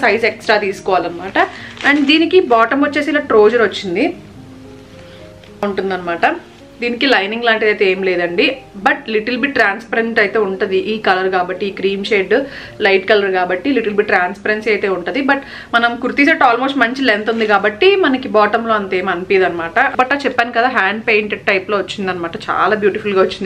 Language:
Telugu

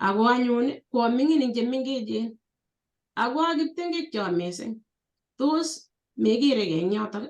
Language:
Kalenjin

